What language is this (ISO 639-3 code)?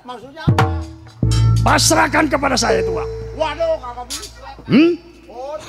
bew